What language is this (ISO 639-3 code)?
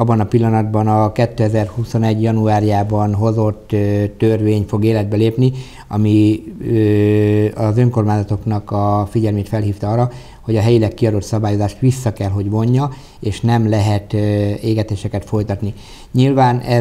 hun